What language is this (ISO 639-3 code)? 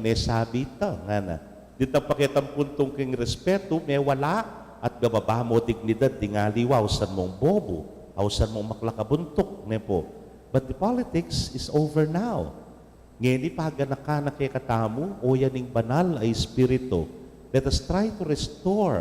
pam